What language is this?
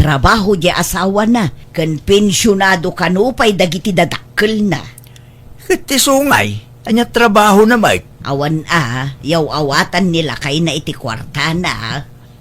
Iloko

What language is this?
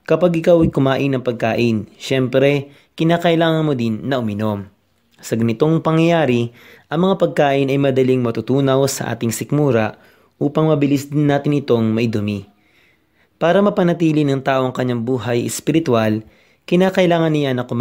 Filipino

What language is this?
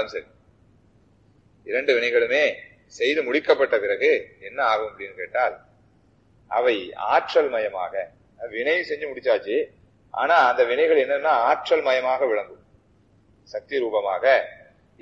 Tamil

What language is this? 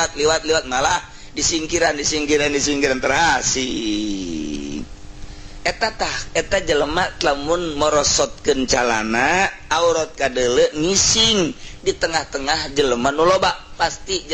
Sundanese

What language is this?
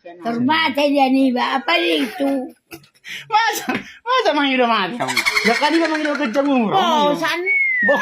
Batak Toba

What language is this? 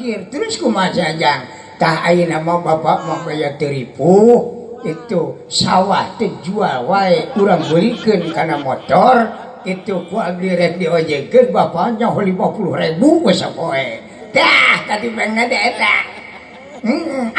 Sundanese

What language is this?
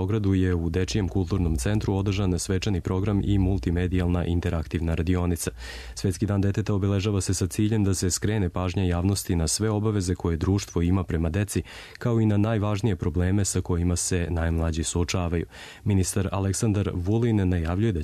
Serbian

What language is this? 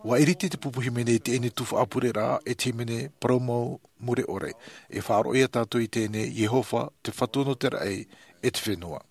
Tahitian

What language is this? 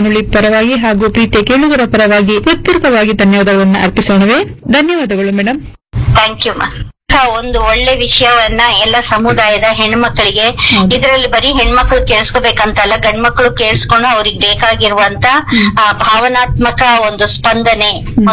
Kannada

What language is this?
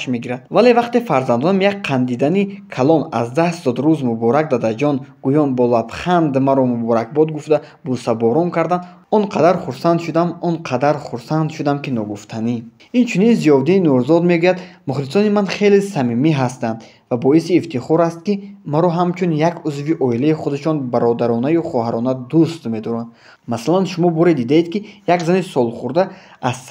Tajik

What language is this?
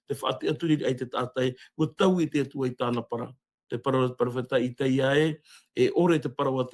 Tahitian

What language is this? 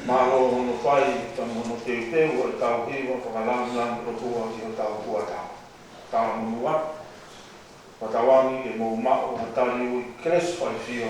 Tongan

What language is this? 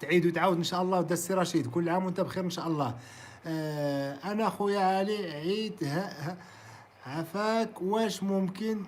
Moroccan Arabic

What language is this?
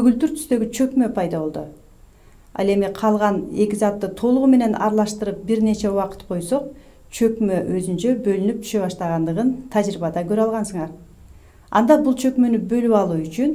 Kyrgyz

